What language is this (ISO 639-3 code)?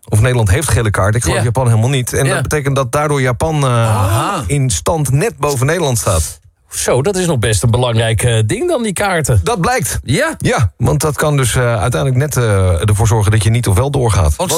nld